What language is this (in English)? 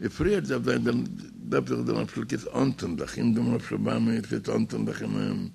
Yiddish